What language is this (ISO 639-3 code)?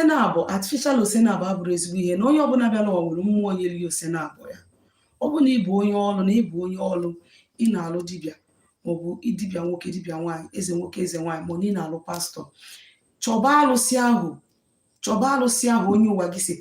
ibo